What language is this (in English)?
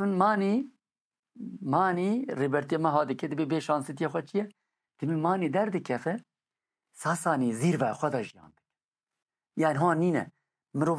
Kurdish